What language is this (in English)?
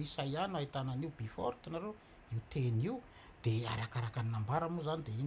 Malagasy